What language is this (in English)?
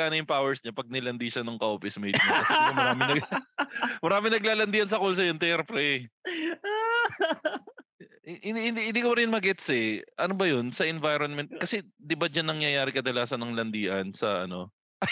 Filipino